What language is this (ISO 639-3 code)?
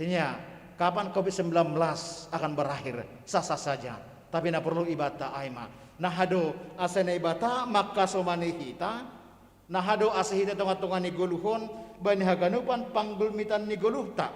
bts